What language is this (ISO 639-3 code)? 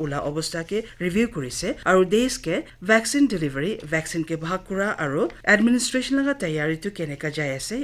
nag